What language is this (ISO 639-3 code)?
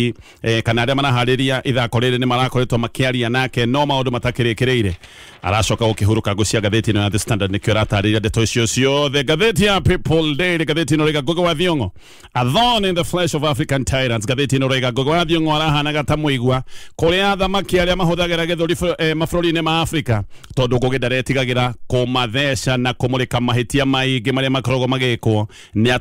kik